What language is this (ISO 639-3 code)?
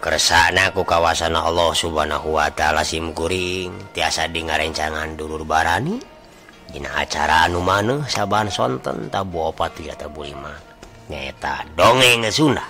sun